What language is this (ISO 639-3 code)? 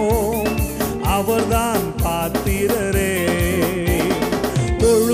tam